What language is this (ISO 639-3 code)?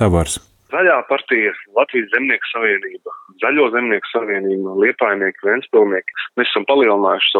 lav